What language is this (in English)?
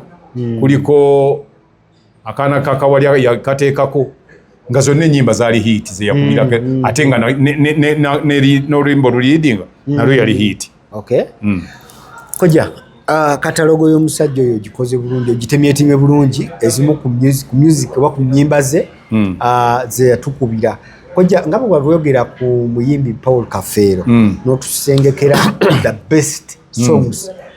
Ganda